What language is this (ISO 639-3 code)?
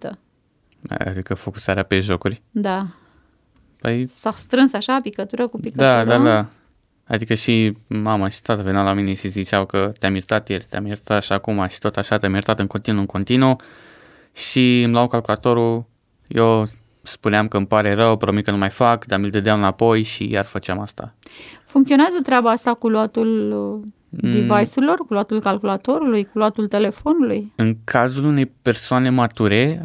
ron